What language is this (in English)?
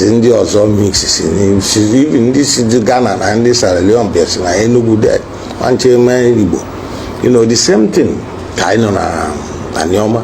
Igbo